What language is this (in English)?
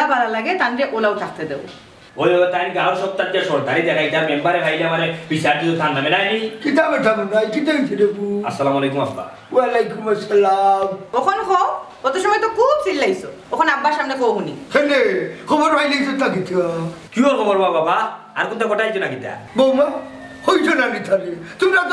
Sylheti